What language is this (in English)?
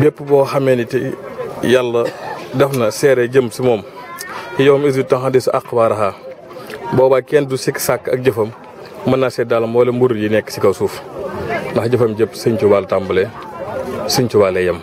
Wolof